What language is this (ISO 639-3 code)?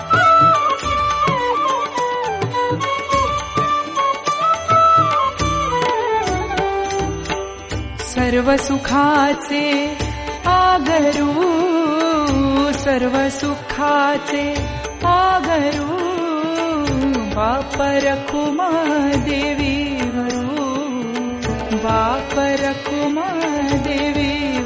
mar